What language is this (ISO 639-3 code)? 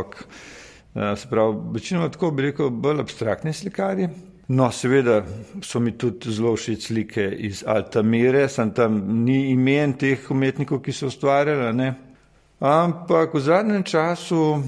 slv